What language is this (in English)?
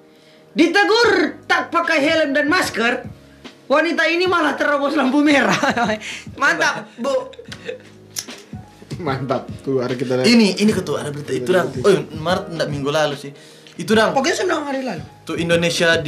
Indonesian